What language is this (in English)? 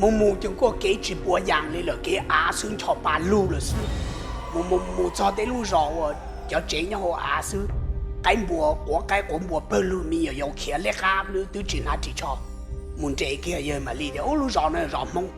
Hmong